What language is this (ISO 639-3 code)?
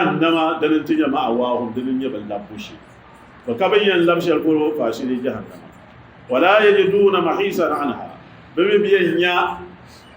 dag